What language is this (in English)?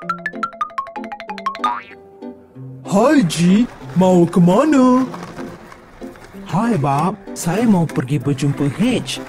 Malay